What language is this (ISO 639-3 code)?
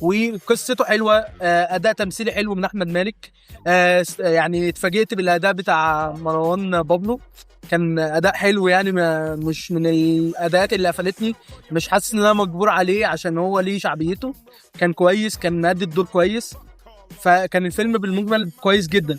arz